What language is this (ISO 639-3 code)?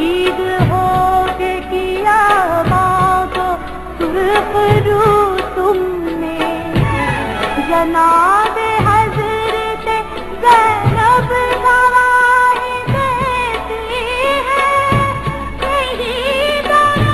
urd